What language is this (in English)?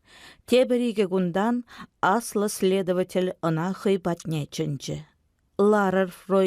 Chuvash